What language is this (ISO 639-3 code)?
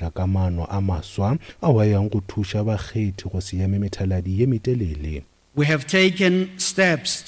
nso